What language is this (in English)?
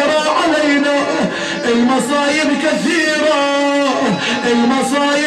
Arabic